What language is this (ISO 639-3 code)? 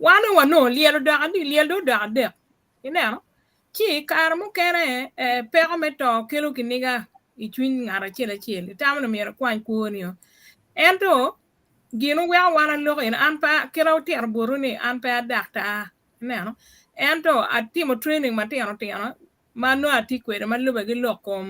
ach